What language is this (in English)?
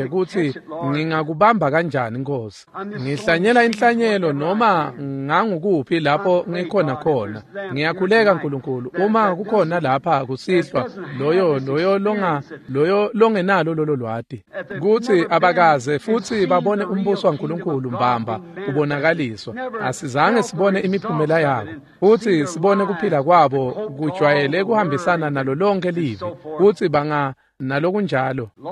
Swati